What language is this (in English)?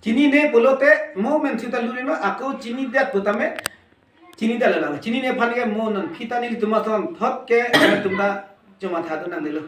Karbi